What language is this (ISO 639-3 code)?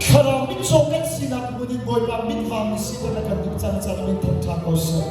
cnh